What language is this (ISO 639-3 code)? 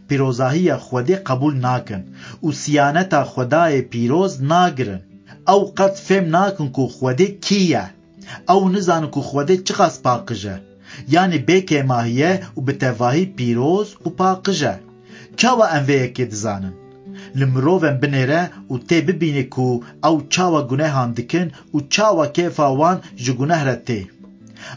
kur